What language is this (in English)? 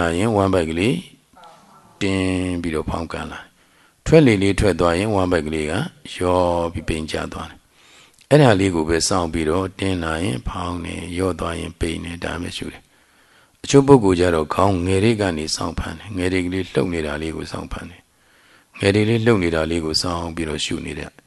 Burmese